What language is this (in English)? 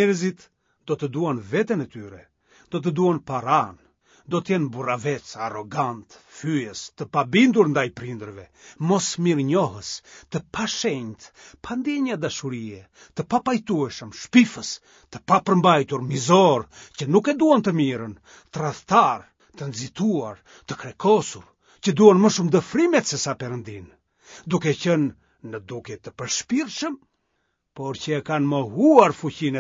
Albanian